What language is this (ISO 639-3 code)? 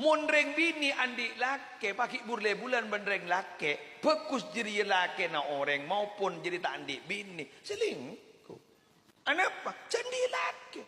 mad